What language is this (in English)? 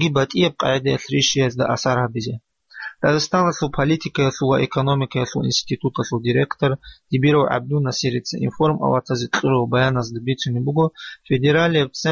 Avaric